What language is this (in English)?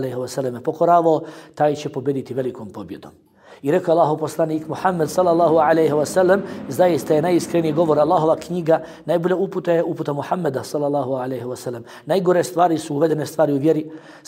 Bosnian